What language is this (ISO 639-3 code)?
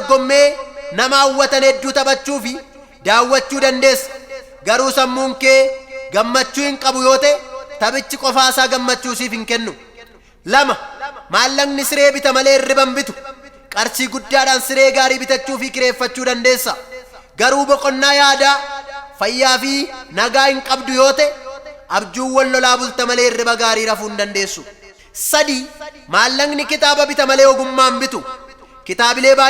orm